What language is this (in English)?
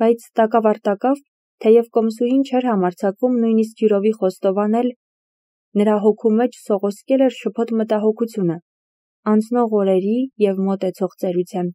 Armenian